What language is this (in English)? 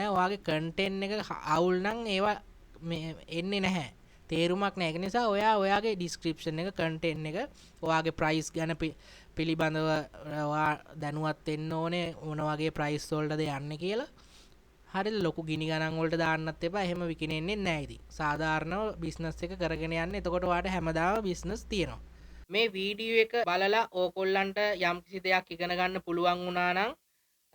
Sinhala